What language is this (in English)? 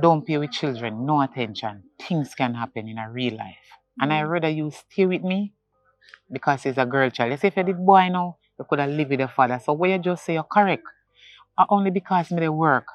Jamaican Creole English